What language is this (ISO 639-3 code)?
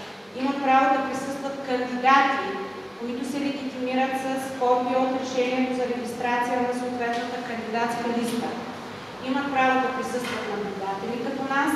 bul